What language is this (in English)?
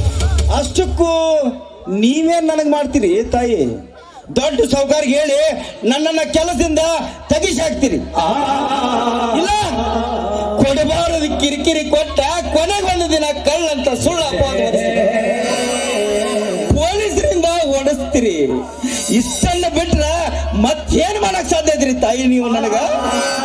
Kannada